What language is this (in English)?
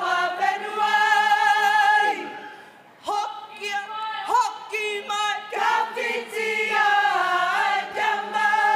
Māori